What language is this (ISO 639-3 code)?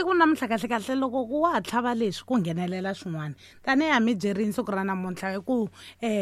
tso